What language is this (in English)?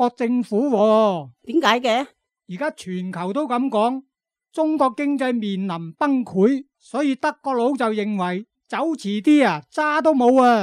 Cantonese